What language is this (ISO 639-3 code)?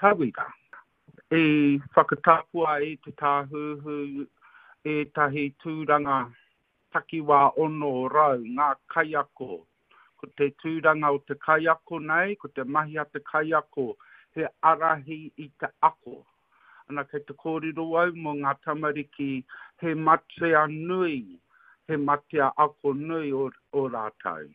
mri